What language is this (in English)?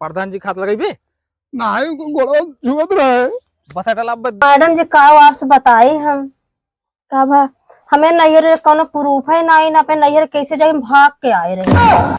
Awadhi